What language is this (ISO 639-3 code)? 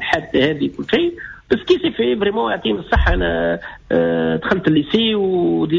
aeb